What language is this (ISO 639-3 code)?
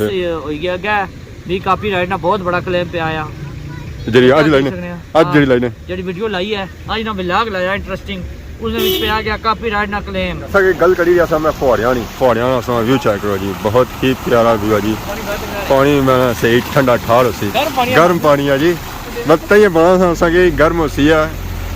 phr